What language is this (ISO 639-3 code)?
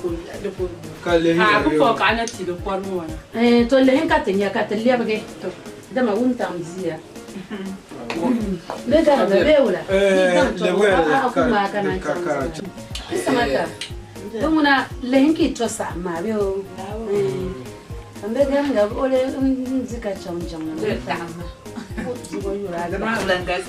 dag